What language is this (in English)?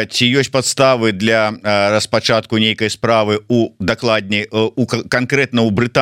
Belarusian